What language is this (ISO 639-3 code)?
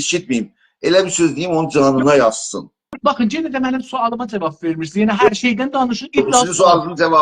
azb